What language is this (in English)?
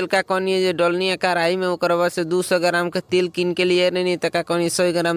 Bhojpuri